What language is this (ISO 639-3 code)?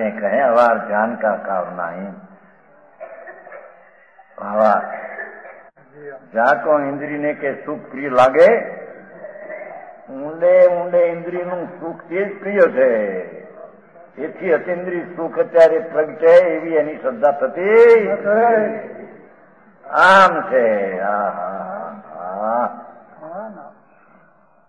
guj